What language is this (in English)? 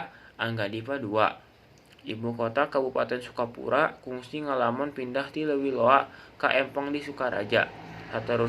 Sundanese